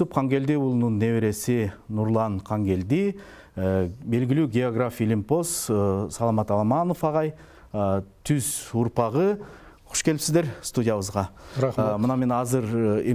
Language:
Kyrgyz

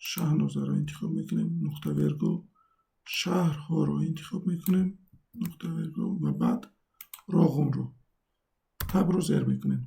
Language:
Tajik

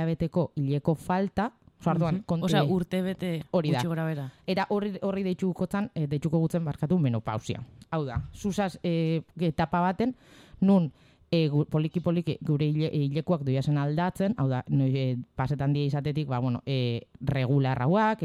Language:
Basque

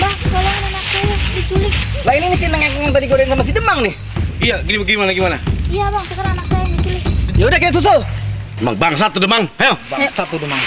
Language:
Betawi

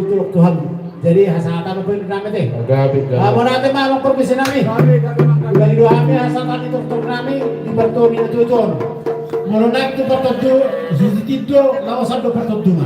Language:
Batak Toba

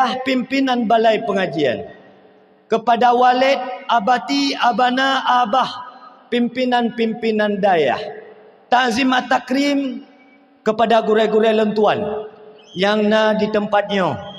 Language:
Achinese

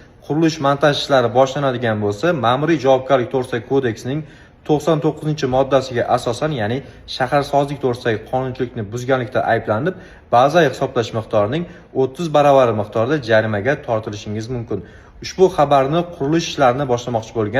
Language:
Uzbek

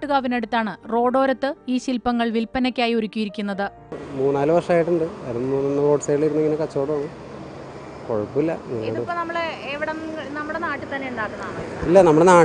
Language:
Malayalam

